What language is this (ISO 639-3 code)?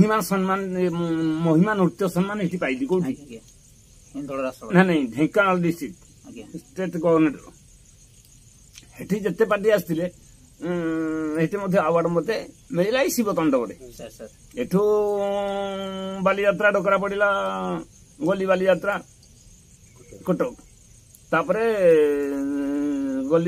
ori